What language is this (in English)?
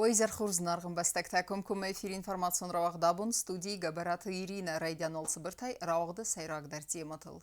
Ossetic